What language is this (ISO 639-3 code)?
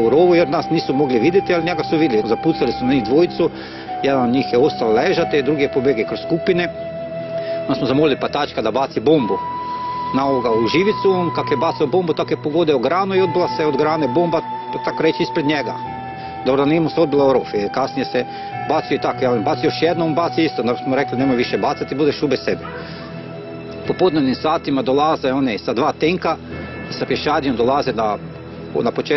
hrv